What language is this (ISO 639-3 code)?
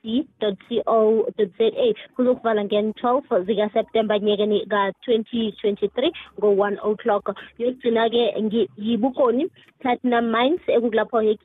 nbl